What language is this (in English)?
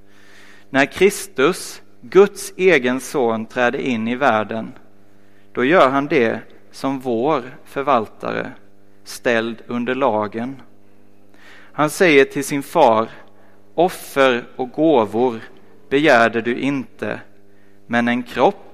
Swedish